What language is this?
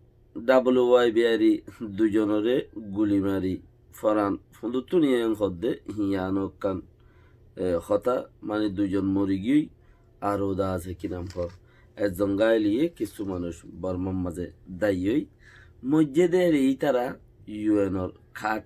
Rohingya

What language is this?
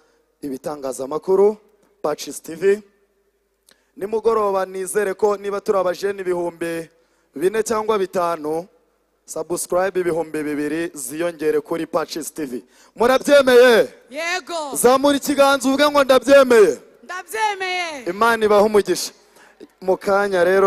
Kinyarwanda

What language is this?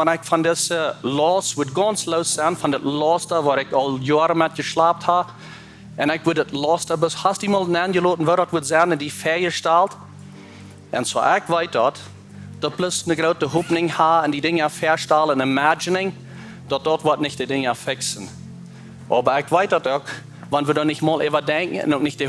Plautdietsch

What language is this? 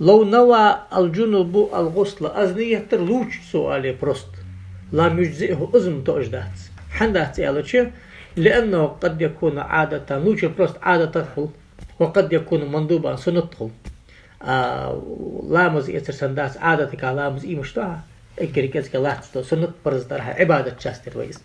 Ingush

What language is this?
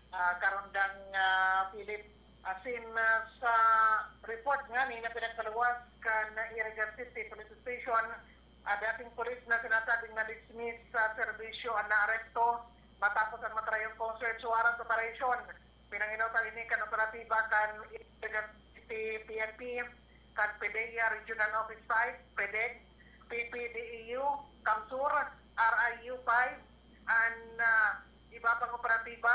Bikol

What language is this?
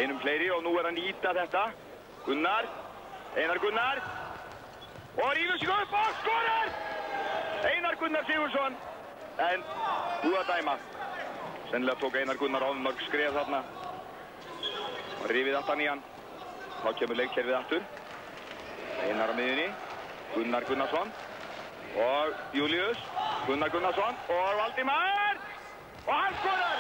Icelandic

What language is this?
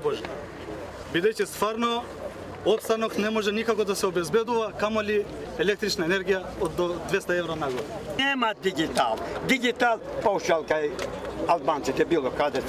Macedonian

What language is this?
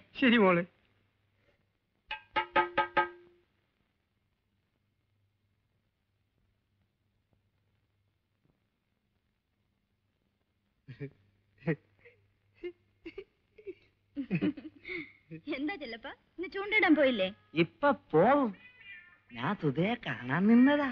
Malayalam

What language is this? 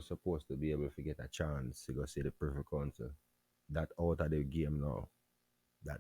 Jamaican Creole English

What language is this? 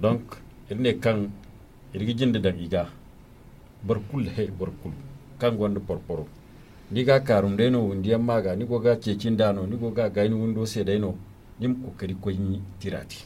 Zarma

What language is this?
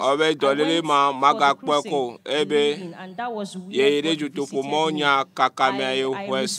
Ewe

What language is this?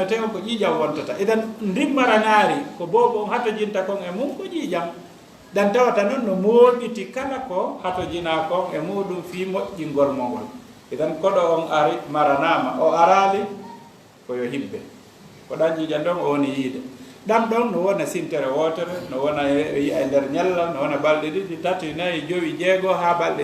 Fula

